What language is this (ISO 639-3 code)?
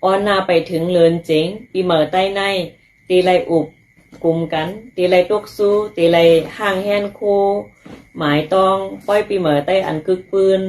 shn